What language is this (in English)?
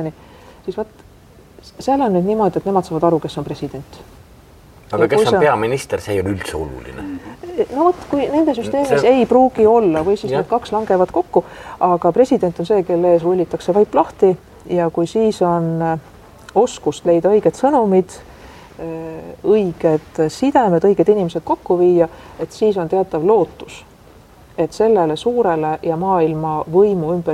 Estonian